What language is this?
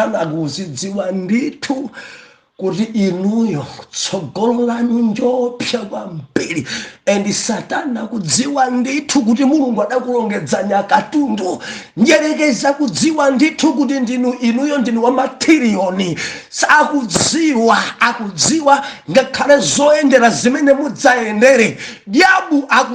Nyanja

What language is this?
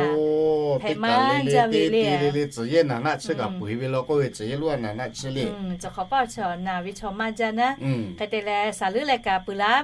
Lahu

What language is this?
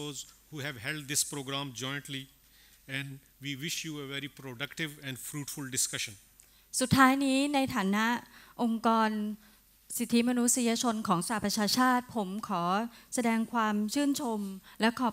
Thai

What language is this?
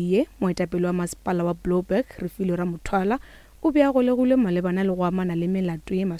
Northern Sotho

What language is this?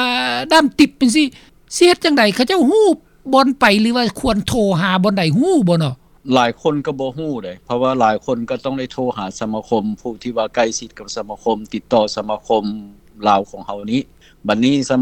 Lao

